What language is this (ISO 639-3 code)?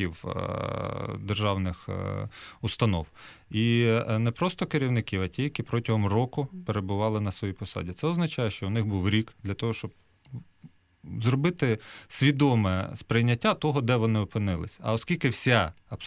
ukr